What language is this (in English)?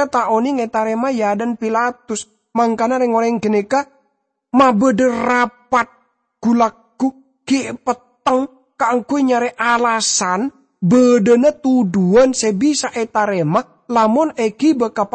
Madurese